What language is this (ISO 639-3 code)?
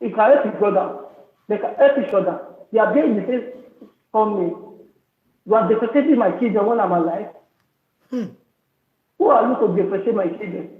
pcm